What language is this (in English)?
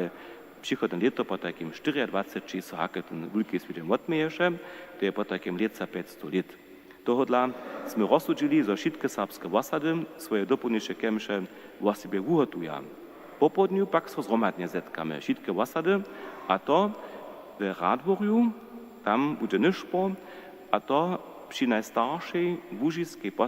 Upper Sorbian